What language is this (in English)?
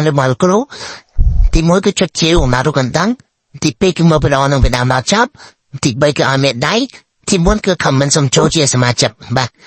Khmer